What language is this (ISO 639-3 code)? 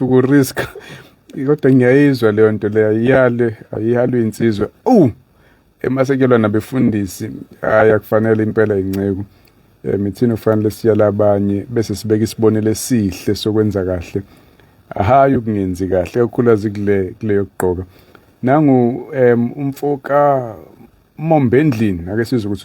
zul